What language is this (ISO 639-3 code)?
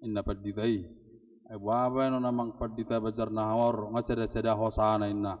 bbc